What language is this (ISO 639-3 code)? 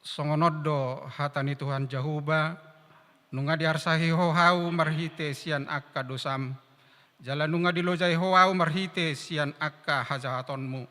bbc